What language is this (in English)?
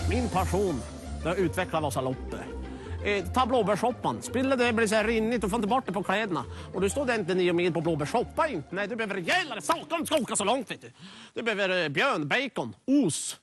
Swedish